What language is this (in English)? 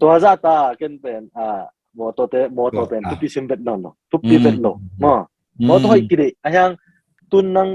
Tedim Chin